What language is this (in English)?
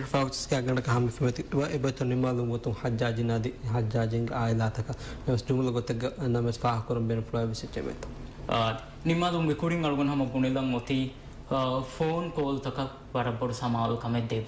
Divehi